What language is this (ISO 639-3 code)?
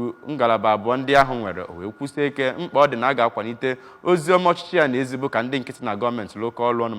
ibo